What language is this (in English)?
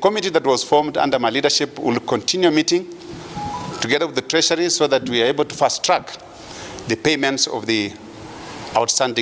Kikuyu